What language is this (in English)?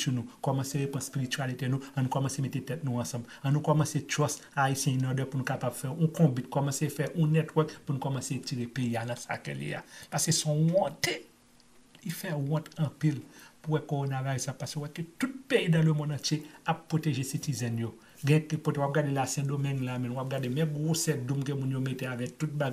Haitian Creole